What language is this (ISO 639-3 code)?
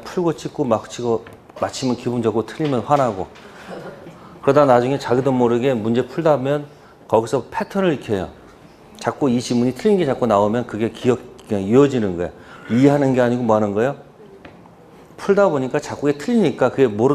kor